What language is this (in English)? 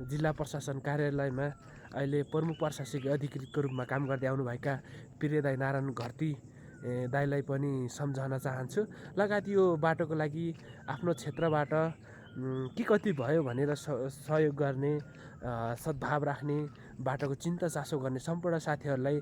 Nepali